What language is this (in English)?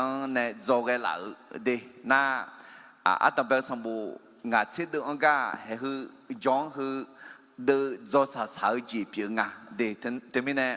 Akha